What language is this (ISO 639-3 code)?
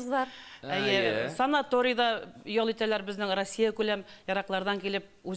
tat